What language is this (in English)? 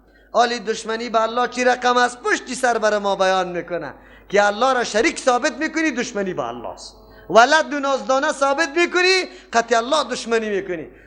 Persian